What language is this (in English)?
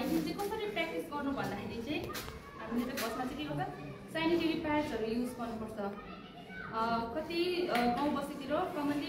Nepali